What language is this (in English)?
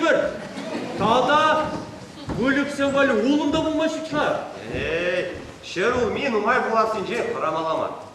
Chuvash